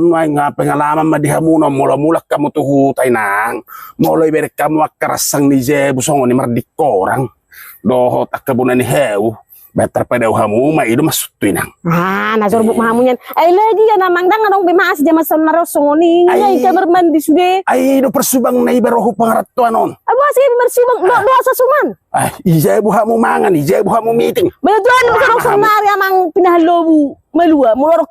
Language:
Batak Toba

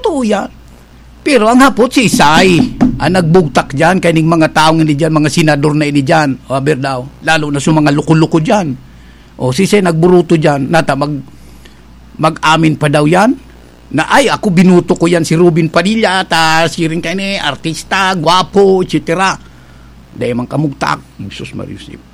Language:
Bikol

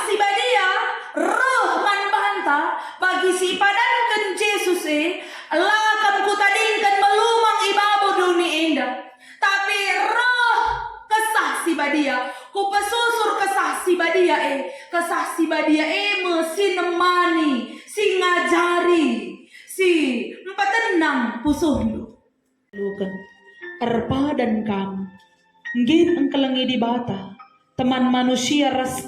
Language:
Batak Karo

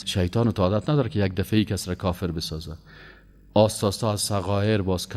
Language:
Persian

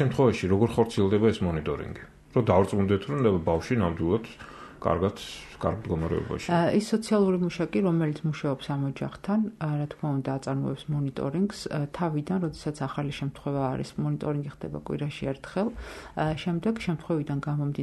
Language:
Georgian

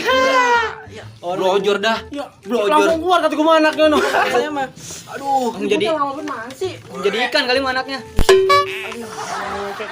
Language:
Betawi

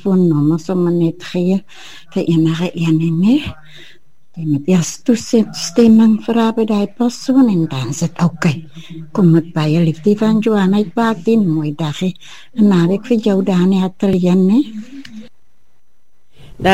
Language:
Afrikaans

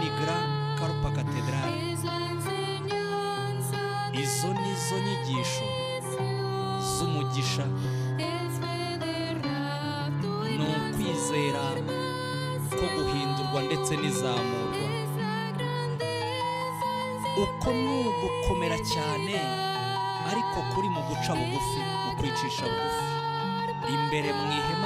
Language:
Kinyarwanda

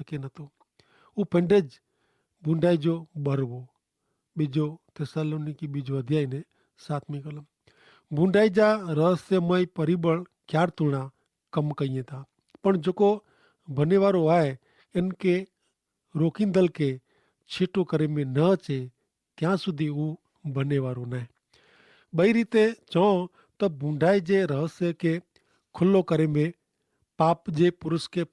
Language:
Kachhi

